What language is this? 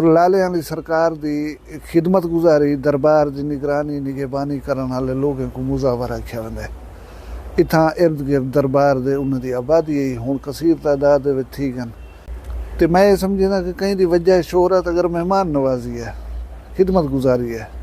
Saraiki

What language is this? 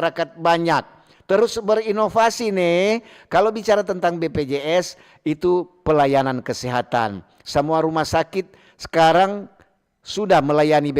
Manado Malay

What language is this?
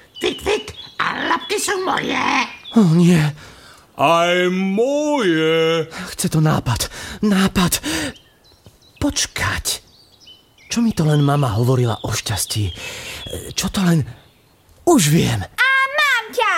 Slovak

